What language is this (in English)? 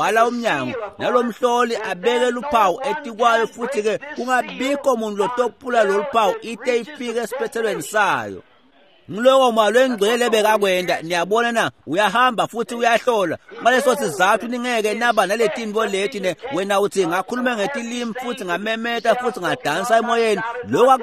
Swati